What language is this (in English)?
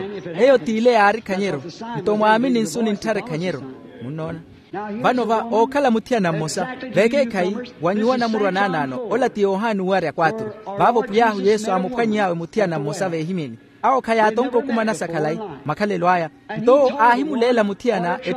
Makhuwa